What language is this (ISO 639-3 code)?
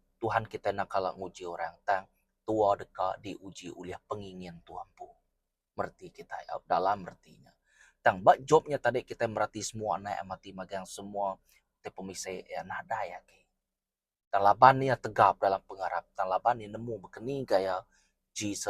iba